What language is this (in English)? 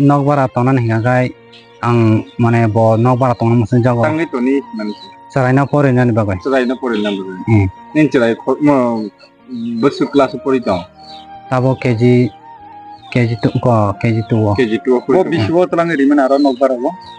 Riang (India)